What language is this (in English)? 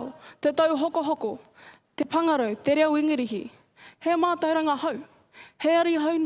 Māori